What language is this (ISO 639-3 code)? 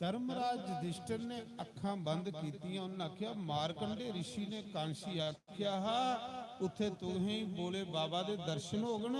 doi